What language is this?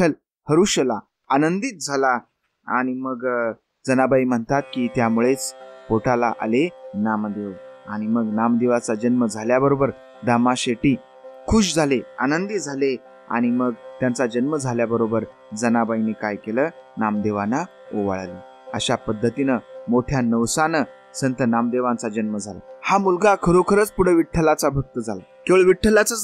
Marathi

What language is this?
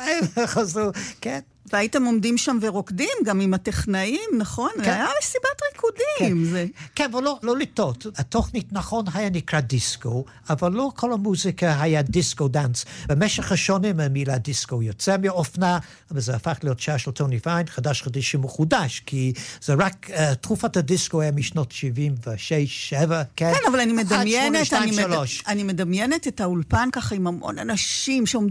Hebrew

